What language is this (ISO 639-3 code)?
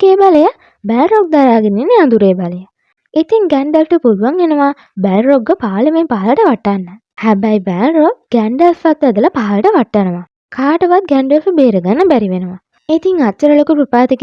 sin